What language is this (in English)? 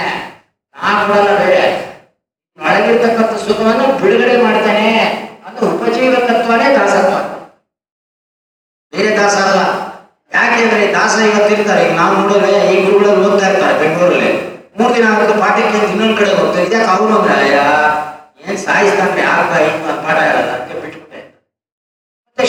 Kannada